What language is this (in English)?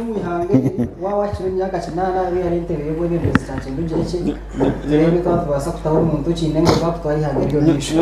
Nyankole